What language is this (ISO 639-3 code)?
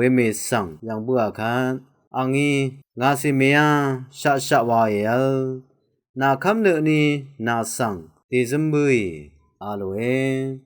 raw